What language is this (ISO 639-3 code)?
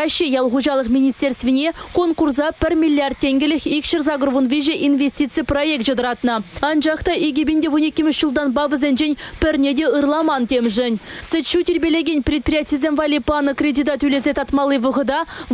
chv